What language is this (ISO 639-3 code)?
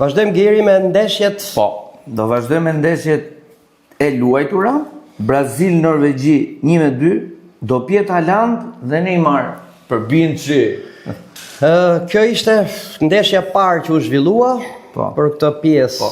sqi